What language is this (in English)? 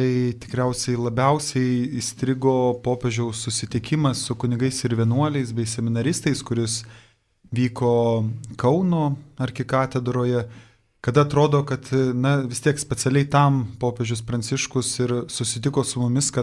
Lithuanian